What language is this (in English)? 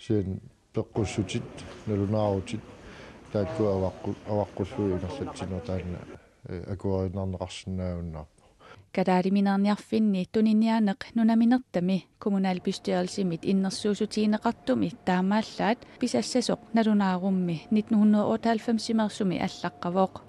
Kalaallisut